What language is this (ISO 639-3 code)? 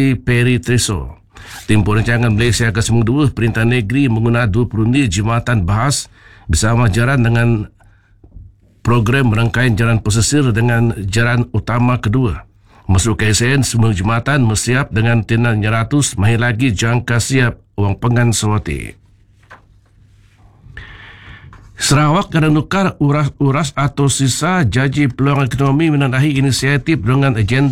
msa